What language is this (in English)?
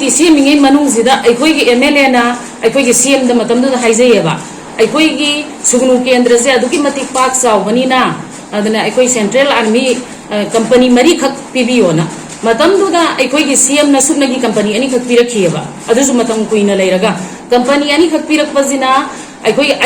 Manipuri